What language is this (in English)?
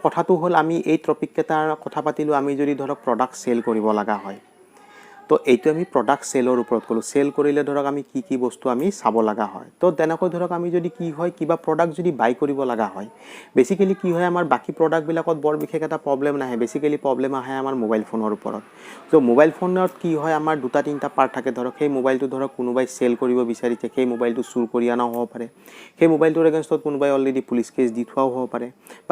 Assamese